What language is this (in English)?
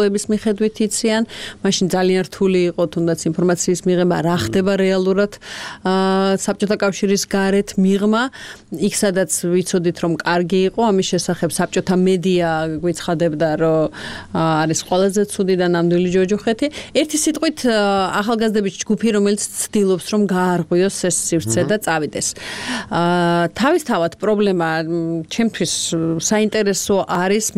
Georgian